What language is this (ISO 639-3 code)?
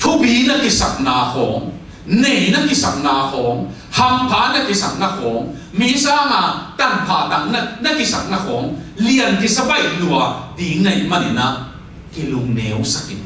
ctd